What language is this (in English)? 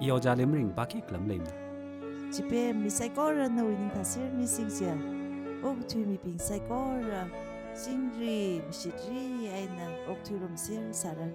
Tangkhul Naga (India)